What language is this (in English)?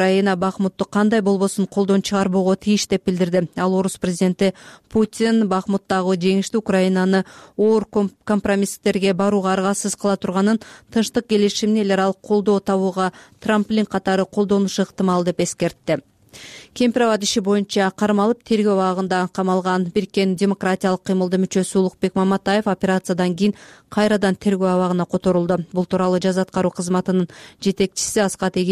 Kyrgyz